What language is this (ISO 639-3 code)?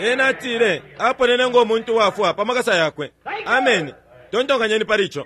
bem